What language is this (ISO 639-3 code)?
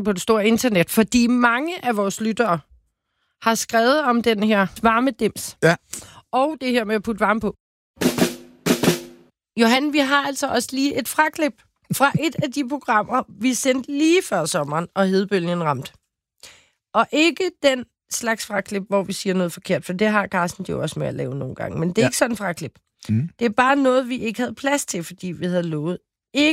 dan